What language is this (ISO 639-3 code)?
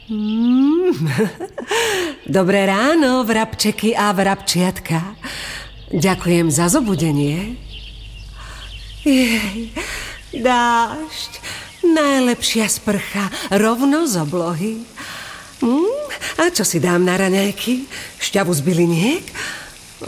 slk